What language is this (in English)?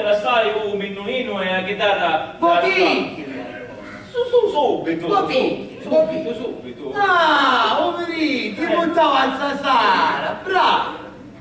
Sicilian